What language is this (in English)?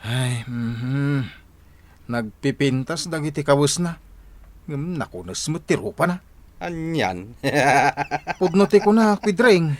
Iloko